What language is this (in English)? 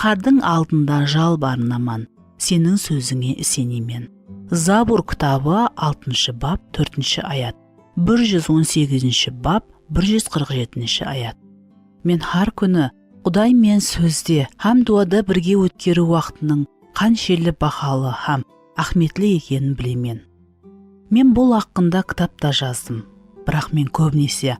Kara-Kalpak